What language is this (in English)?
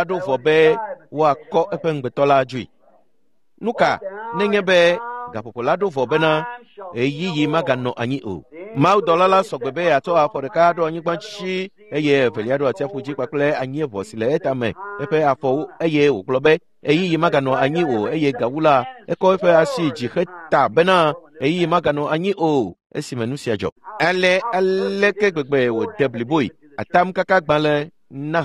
Ewe